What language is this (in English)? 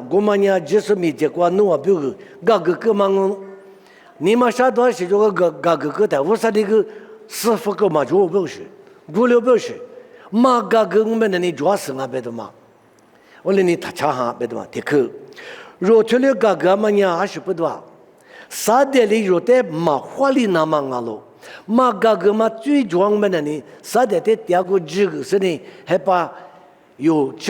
Lisu